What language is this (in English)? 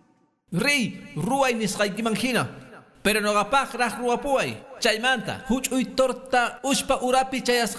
Quechua